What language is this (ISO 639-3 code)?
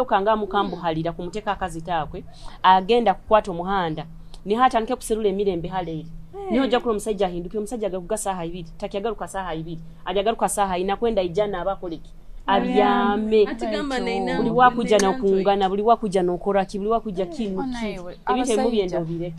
nyo